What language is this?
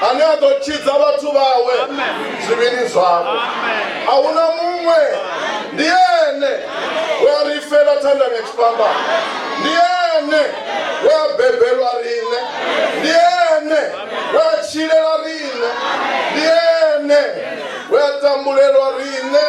Venda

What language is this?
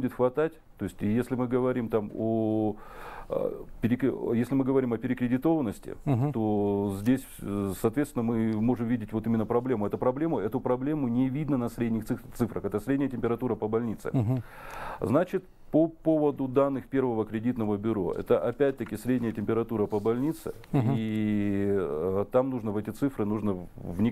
Russian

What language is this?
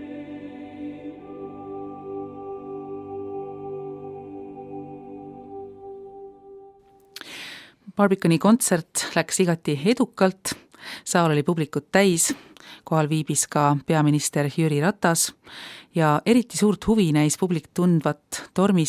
Estonian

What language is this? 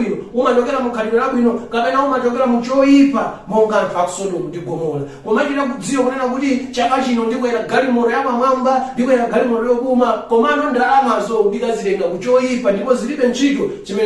Nyanja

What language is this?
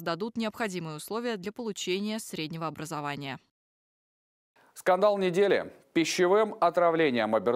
Russian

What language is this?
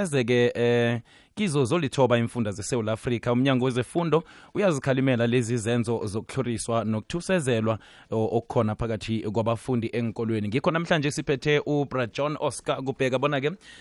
South Ndebele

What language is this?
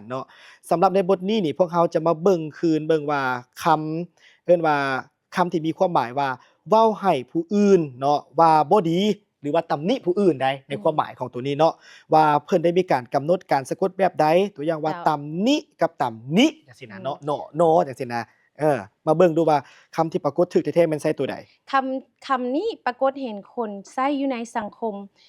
Lao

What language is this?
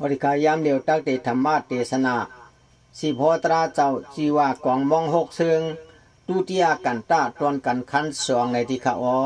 Shan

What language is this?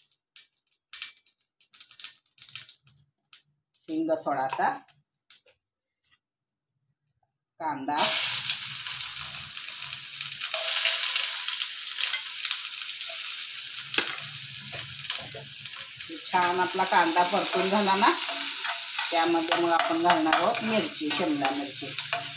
Marathi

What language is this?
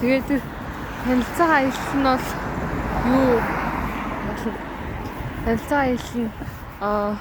Mongolian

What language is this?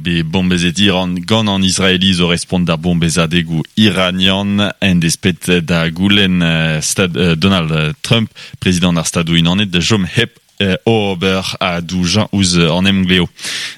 Breton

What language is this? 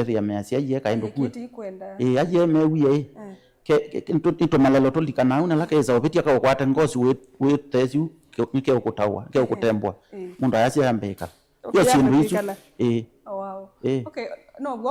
Kamba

